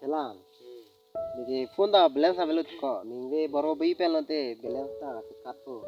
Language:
Karbi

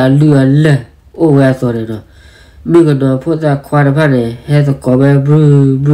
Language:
S'gaw Karen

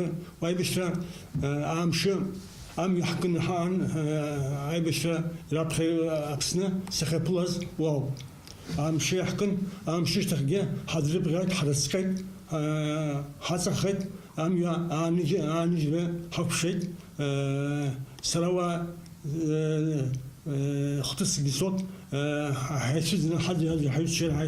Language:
Abkhazian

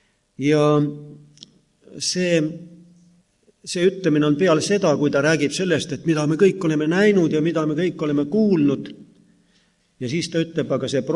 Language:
Estonian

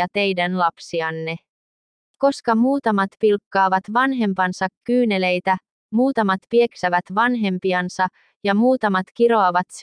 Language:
Finnish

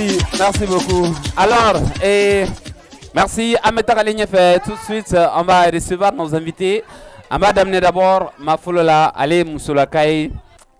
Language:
French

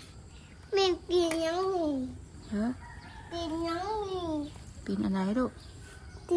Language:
Northeastern Thai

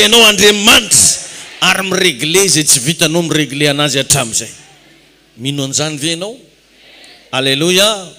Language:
Malagasy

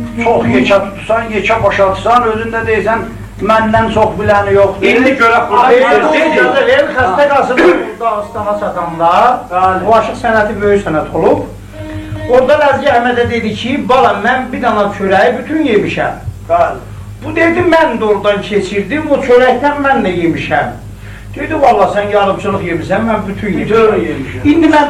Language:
South Azerbaijani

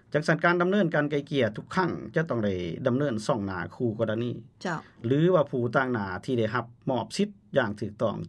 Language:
Lao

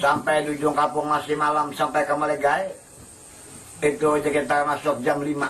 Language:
Banjar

